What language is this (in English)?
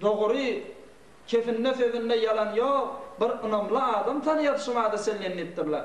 Turkmen